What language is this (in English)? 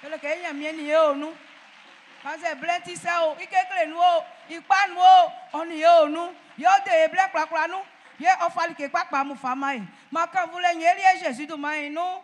Baoulé